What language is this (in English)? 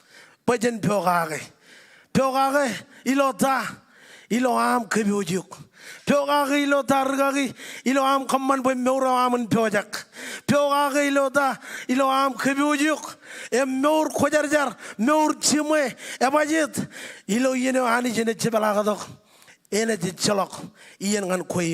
Marshallese